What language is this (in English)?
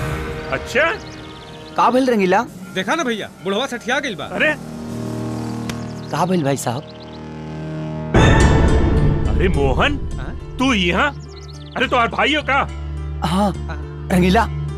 Bhojpuri